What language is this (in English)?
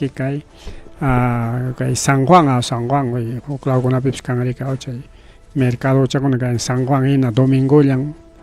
Ayacucho Quechua